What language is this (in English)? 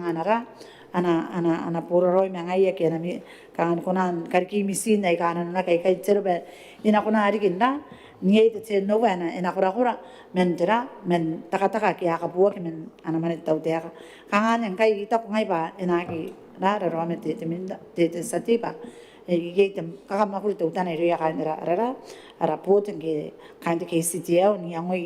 Gilbertese